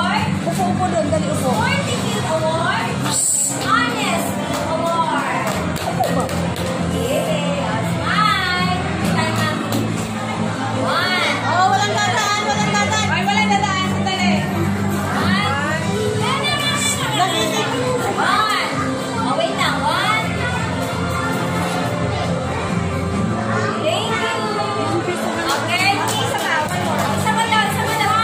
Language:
Filipino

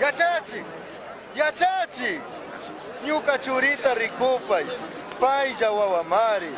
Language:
Chimborazo Highland Quichua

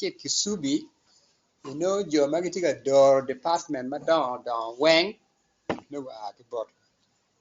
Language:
Acoli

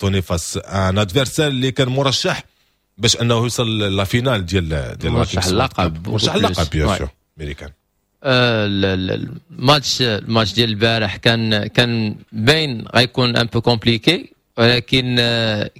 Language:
Moroccan Arabic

